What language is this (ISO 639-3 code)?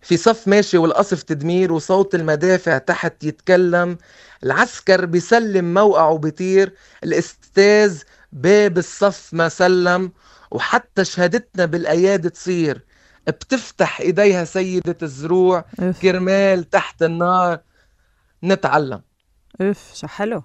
apc